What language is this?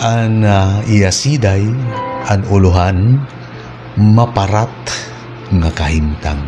Waray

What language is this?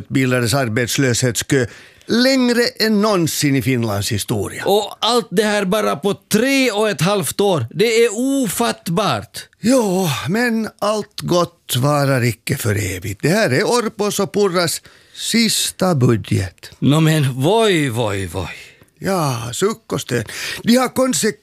Swedish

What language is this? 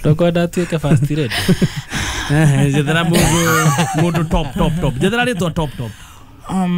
Kikuyu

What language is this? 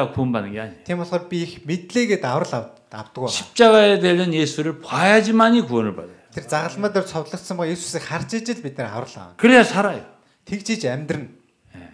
Korean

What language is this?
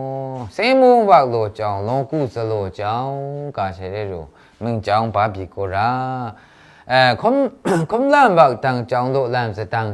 Maru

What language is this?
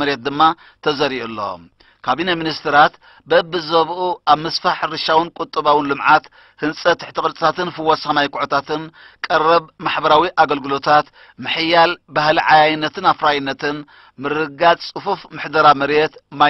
Tigrinya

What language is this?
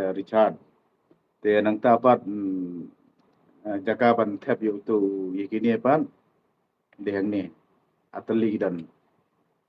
Khasi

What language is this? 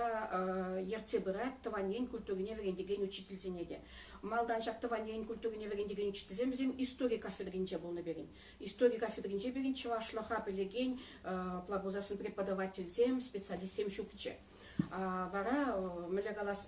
Chuvash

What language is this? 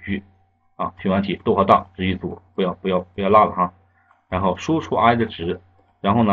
Chinese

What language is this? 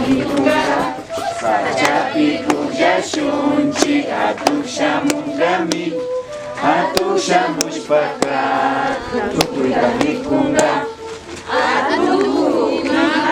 Imbabura Highland Quichua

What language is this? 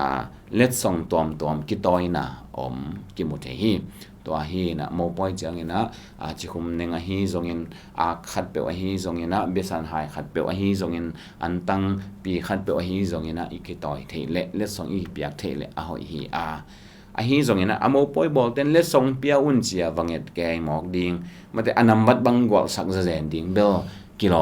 Tedim Chin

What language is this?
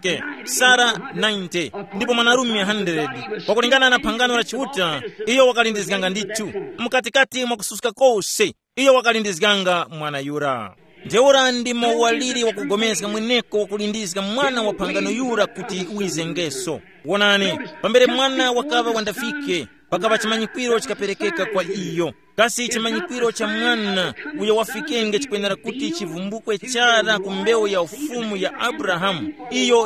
Tumbuka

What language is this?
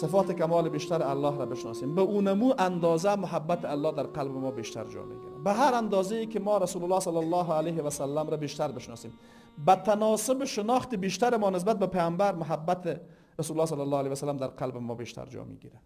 Persian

